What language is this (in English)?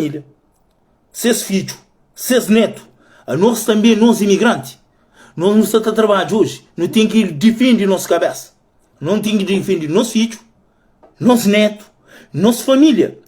Kabuverdianu